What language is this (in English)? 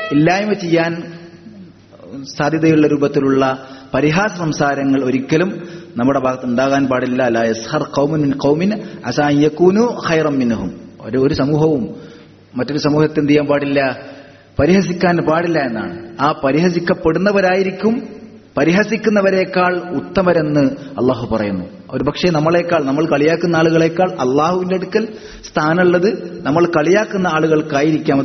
Malayalam